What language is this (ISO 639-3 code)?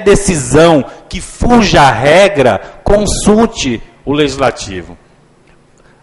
por